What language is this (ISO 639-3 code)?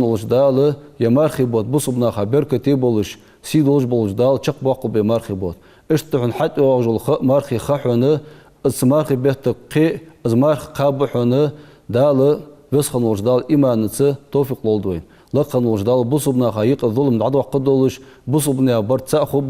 inh